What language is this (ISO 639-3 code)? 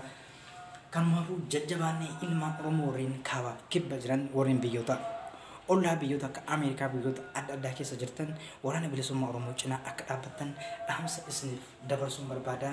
orm